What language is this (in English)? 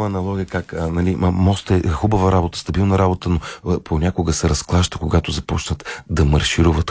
Bulgarian